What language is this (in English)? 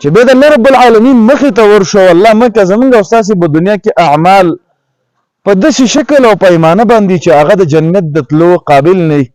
Pashto